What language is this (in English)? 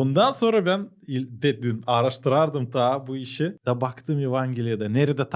Gagauz